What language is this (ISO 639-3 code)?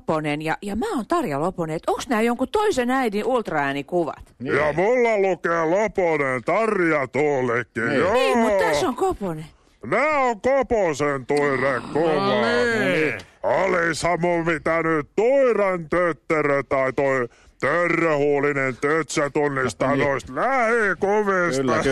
fin